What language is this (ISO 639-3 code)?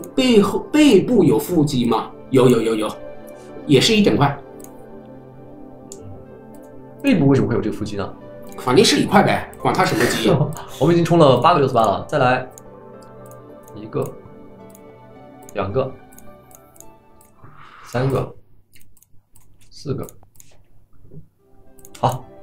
zho